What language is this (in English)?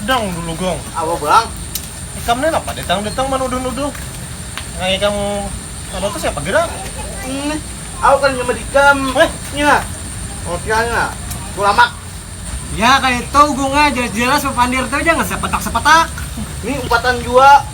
Banjar